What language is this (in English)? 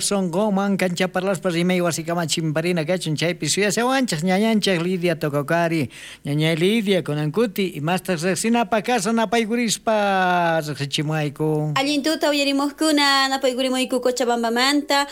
South Bolivian Quechua